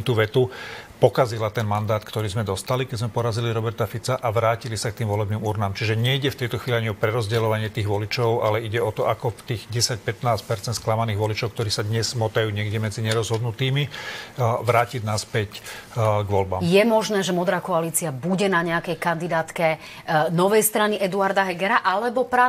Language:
Slovak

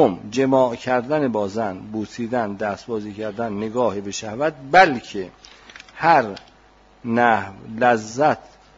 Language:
Persian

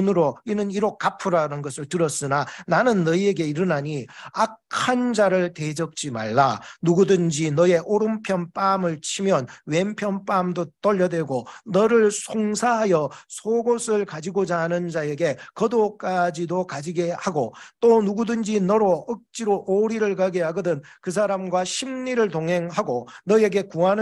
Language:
Korean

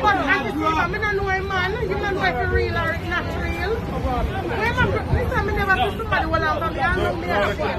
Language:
Jamaican Creole English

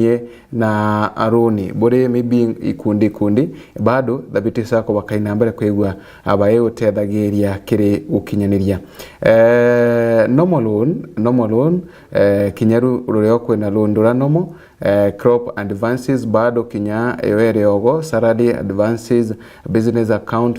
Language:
Meru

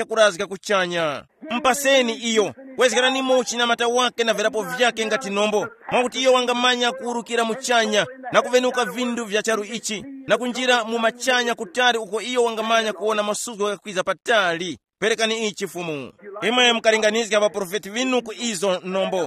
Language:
Tumbuka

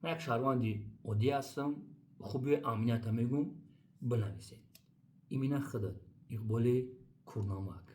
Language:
Tajik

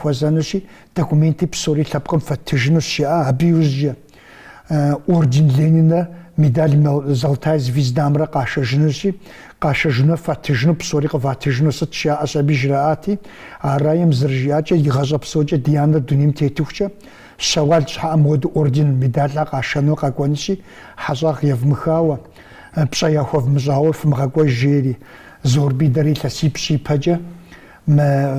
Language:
Kabardian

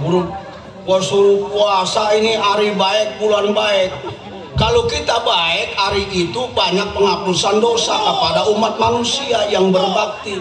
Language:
Betawi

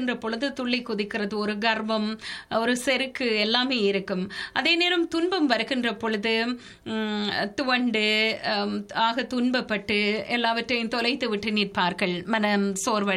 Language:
Tamil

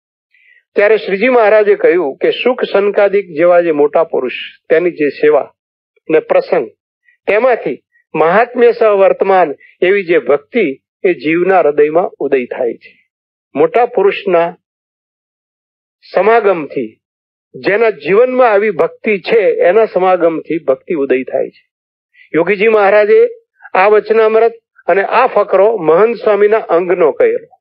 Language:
Gujarati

